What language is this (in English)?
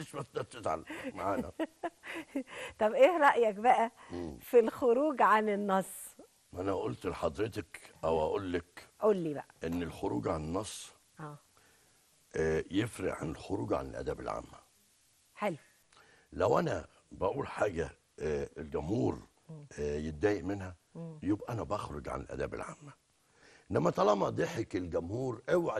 Egyptian Arabic